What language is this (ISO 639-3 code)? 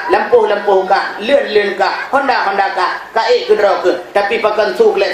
ace